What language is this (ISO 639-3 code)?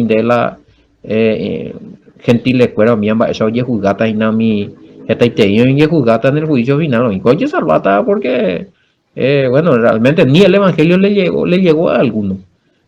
grn